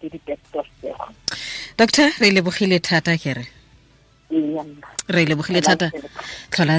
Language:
Tswana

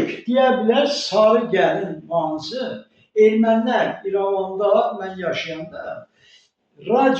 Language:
Azerbaijani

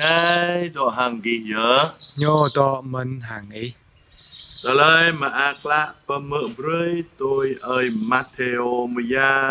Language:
Jarai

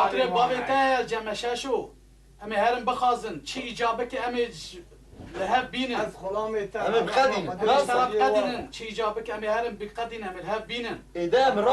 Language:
Kurdish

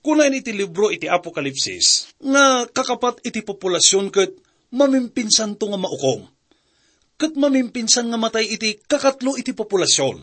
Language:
Iloko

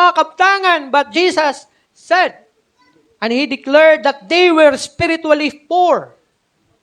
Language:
Cebuano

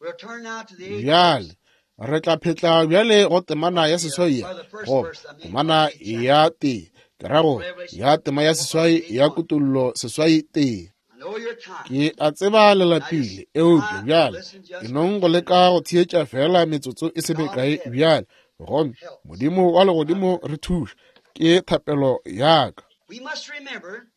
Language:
Northern Sotho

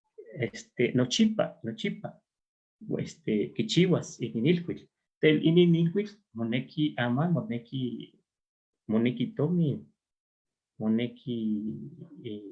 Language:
Eastern Huasteca Nahuatl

